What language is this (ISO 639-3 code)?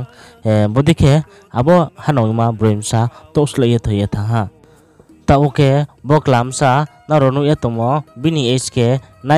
ria